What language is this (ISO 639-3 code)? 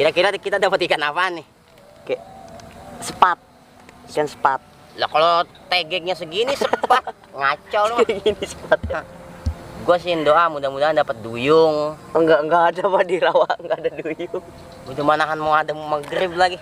bew